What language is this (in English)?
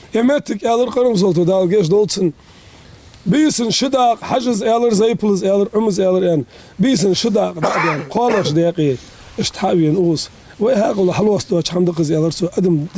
Ingush